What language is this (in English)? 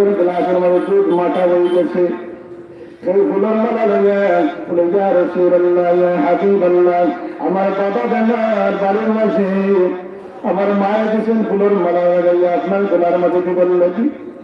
Sylheti